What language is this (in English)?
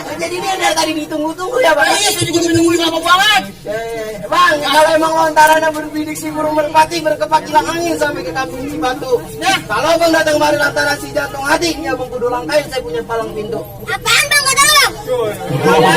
Betawi